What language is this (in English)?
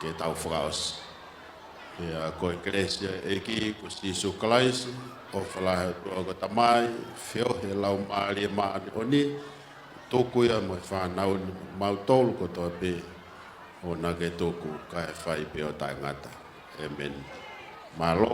Tongan